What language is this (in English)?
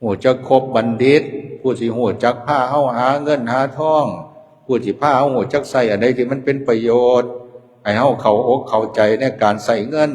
Lao